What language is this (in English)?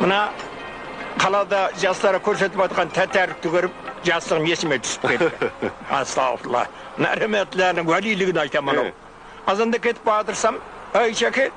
Kara-Kalpak